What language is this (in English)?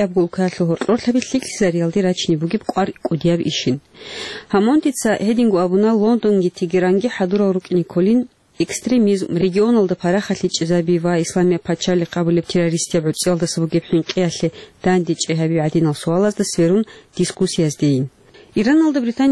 Avaric